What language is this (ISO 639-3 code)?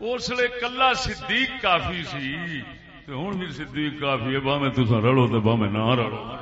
skr